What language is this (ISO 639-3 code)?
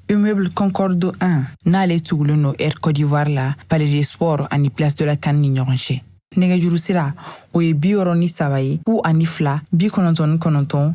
bam